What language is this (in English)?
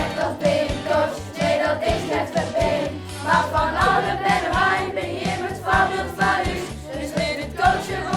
Western Frisian